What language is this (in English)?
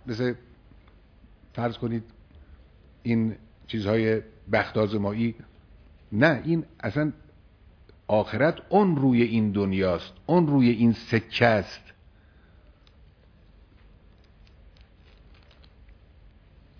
Persian